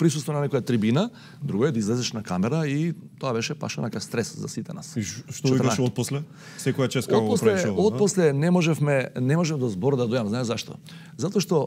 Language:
Macedonian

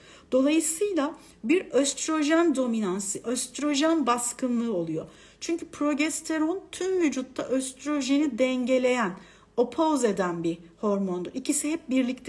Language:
Turkish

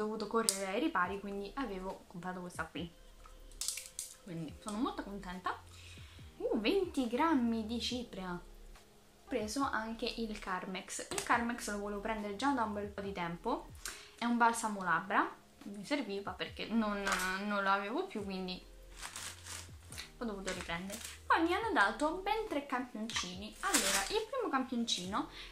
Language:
Italian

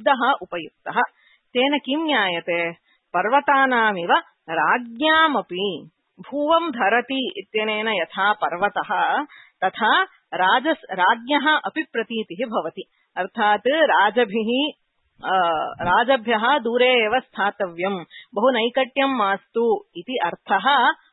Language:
Sanskrit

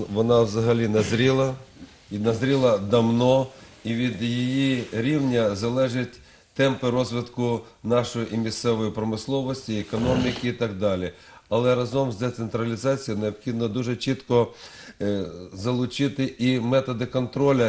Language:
Ukrainian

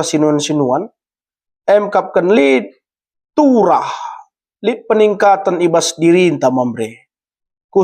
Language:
Batak Karo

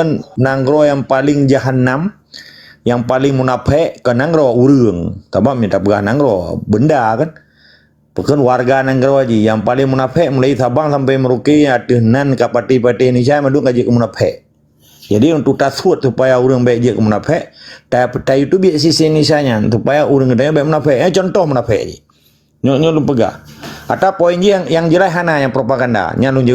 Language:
Achinese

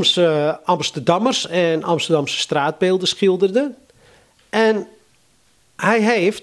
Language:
Dutch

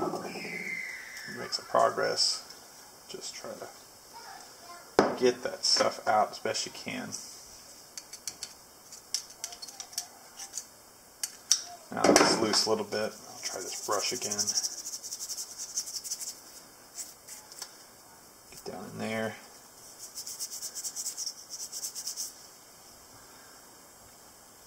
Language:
English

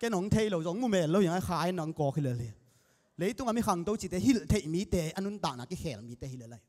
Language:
Tedim Chin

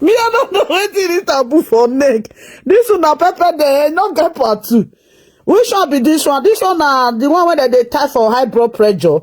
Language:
Nigerian Pidgin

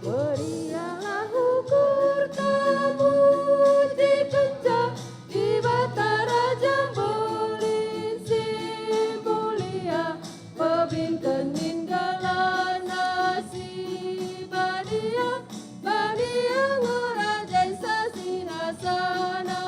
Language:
Batak Karo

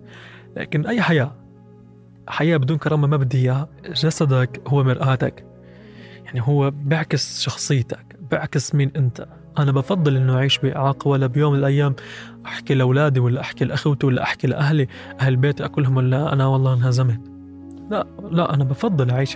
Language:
North Levantine Arabic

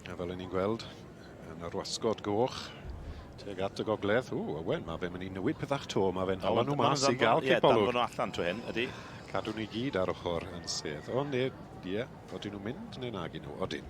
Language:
Welsh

